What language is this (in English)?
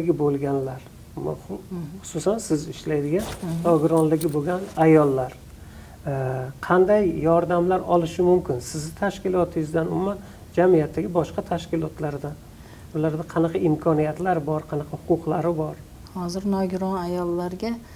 Uzbek